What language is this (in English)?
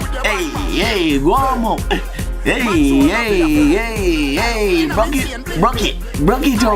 Jamaican Creole English